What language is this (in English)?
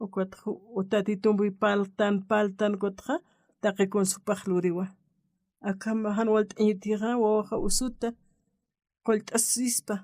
Aymara